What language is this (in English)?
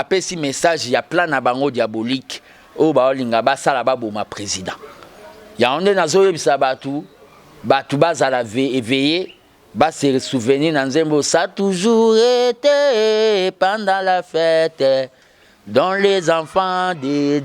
Lingala